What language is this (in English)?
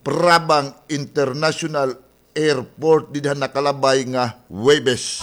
Waray